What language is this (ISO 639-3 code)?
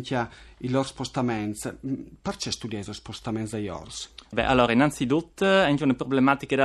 fur